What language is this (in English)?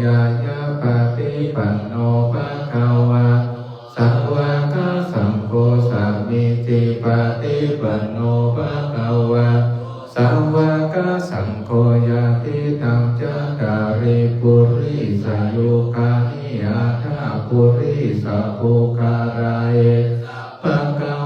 Pali